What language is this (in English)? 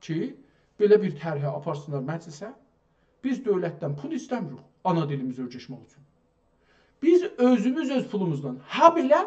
South Azerbaijani